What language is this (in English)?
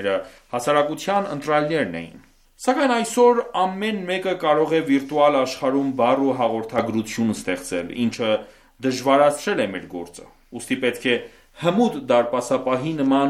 Armenian